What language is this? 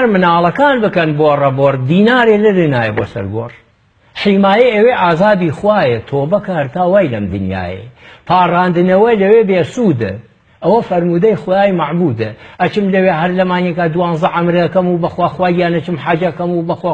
Central Kurdish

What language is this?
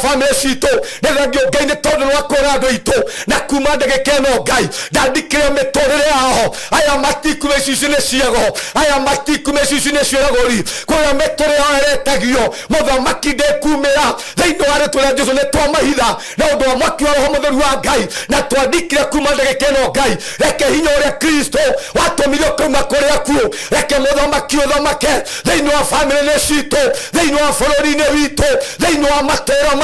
Kikuyu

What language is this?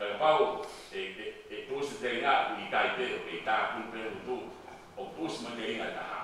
Tongan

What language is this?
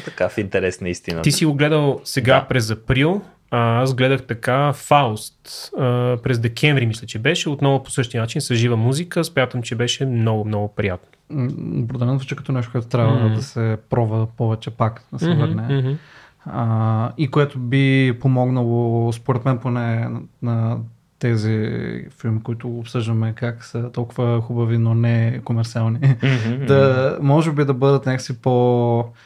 Bulgarian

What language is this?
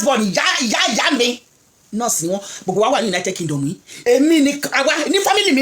Yoruba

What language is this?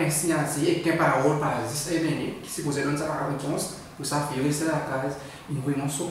Seselwa Creole French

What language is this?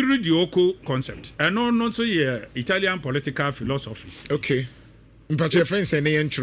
Akan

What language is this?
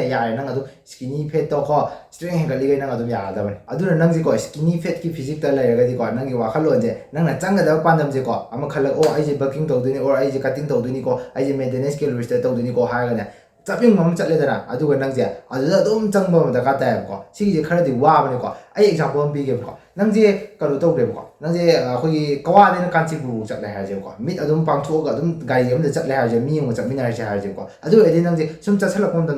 Manipuri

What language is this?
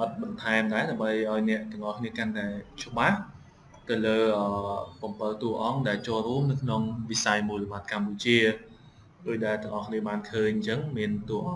Khmer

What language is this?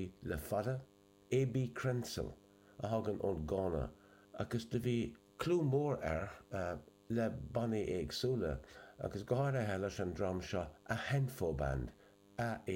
Irish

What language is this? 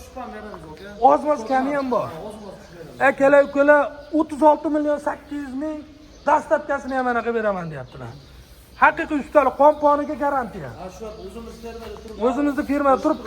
Uzbek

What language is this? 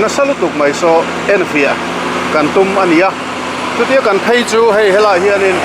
Mizo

